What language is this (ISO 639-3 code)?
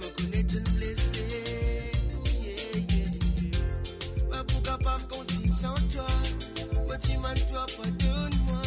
mfe